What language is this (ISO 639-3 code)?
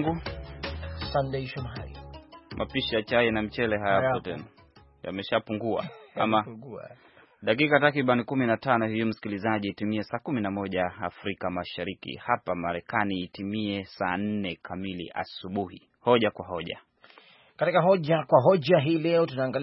swa